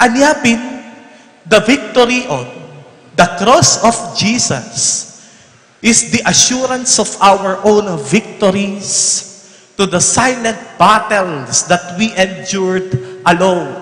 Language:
Pampanga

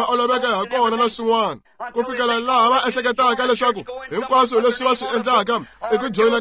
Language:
Tsonga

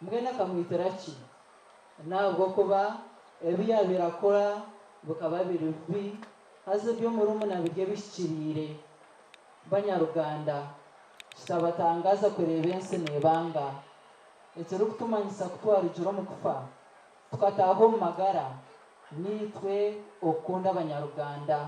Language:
Nyankole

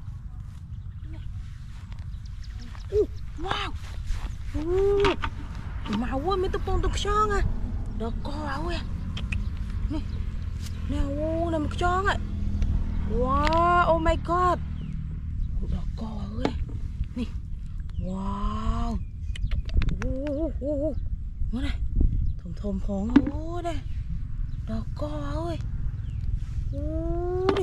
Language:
Vietnamese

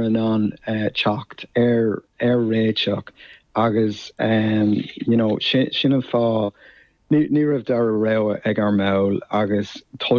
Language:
Irish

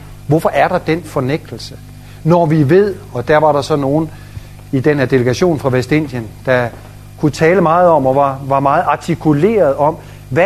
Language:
Danish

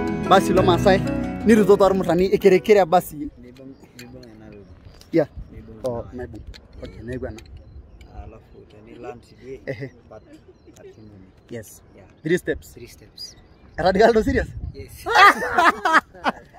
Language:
Masai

